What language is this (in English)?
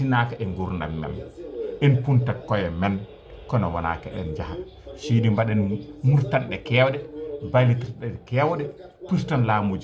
Fula